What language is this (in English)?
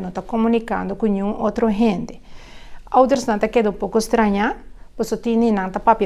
Papiamento